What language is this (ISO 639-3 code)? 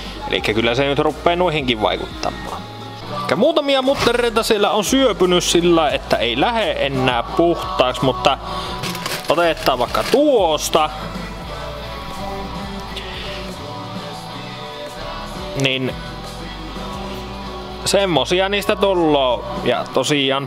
fin